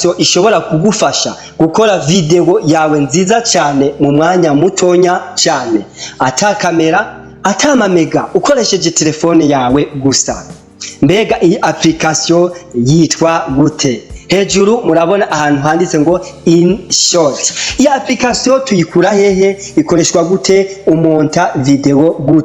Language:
Rundi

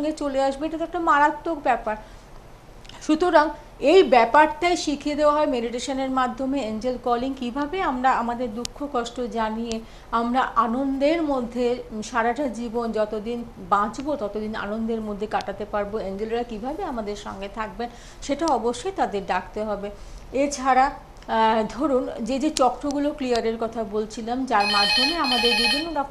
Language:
Bangla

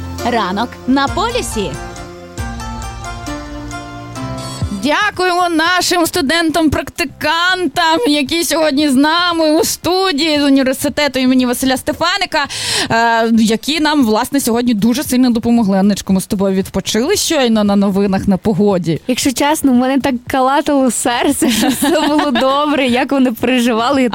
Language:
Ukrainian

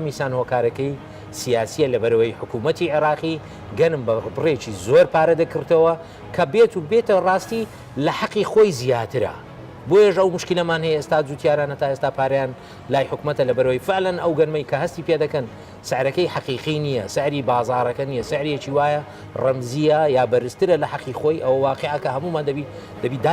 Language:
Central Kurdish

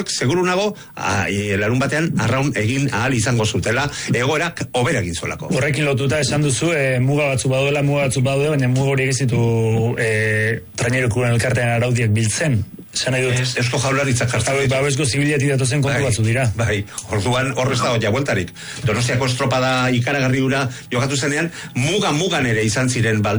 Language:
Basque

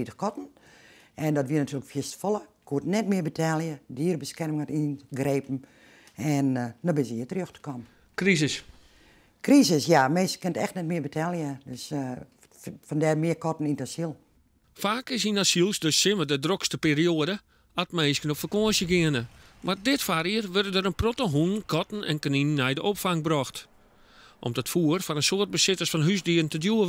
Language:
Western Frisian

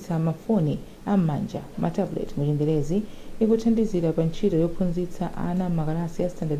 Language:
Nyanja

